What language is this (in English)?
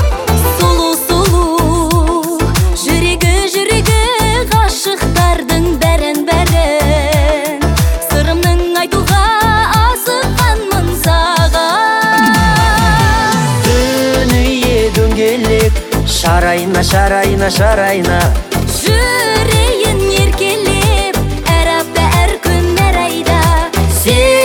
Kazakh